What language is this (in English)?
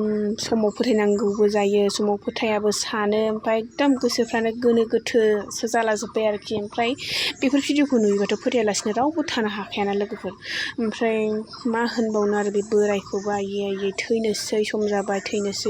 Bodo